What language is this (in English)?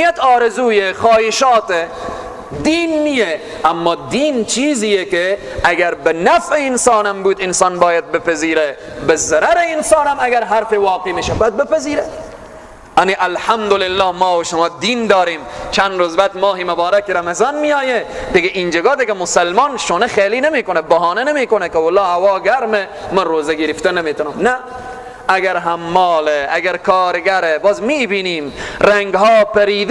Persian